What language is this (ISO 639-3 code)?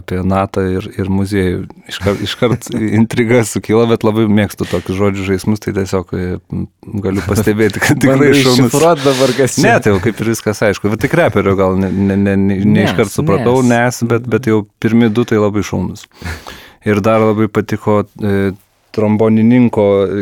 lit